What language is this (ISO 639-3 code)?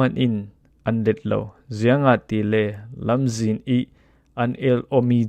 cfm